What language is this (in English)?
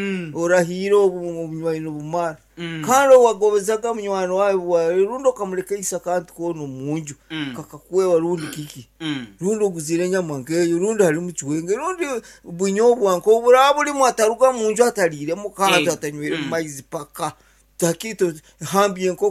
Nyankole